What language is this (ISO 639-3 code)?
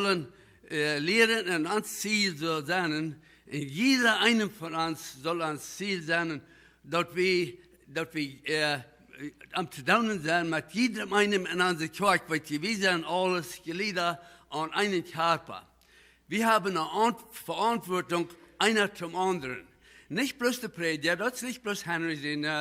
pdt